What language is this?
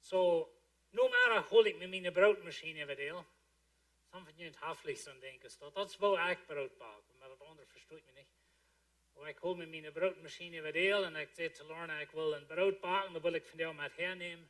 Plautdietsch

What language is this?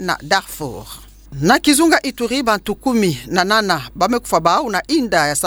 Kituba (Democratic Republic of Congo)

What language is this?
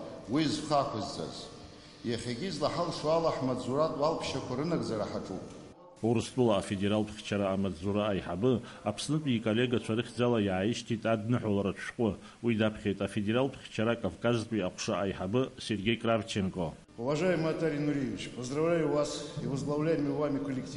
Abkhazian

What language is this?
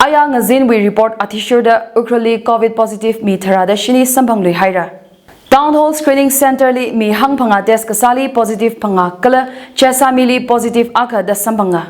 Tangkhul Naga (India)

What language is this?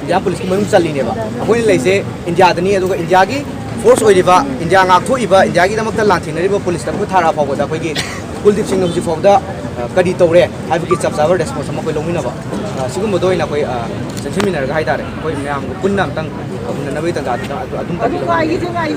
Manipuri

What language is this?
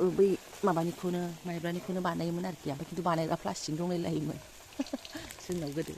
Bodo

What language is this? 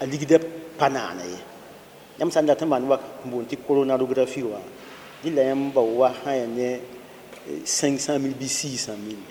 Mossi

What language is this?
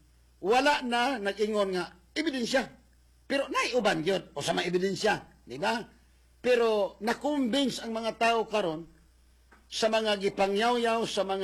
Cebuano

